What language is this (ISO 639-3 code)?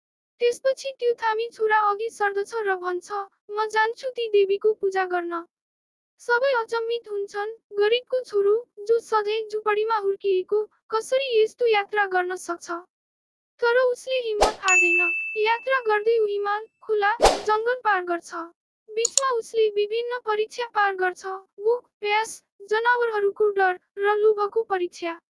nep